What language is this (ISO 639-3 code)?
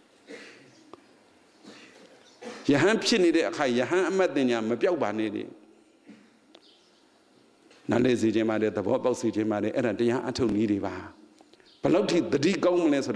mya